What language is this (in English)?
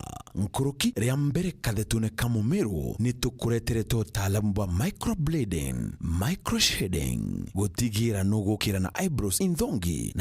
Meru